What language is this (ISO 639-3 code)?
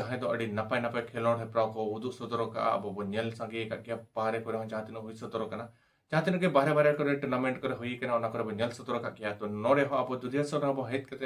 sat